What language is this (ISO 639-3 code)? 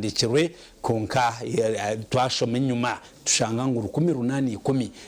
nyn